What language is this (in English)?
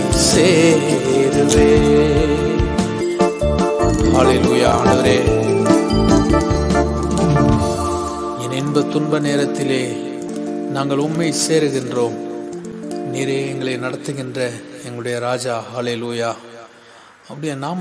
Tamil